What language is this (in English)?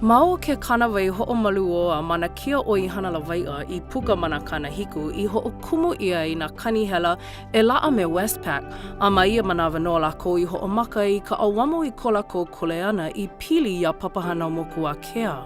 Hawaiian